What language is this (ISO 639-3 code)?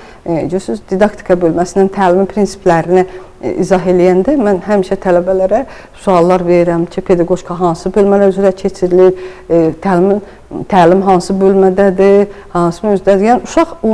aze